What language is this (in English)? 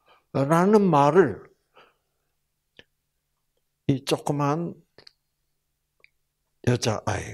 Korean